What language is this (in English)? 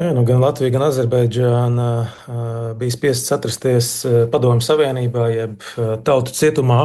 Latvian